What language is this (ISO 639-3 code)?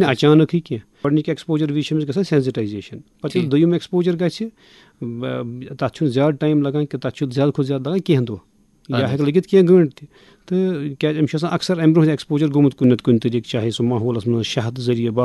kas